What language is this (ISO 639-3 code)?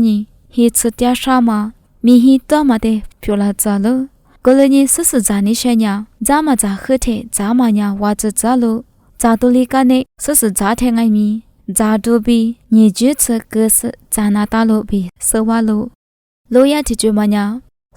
lis